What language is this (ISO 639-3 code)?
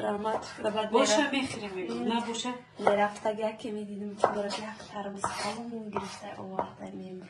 tgk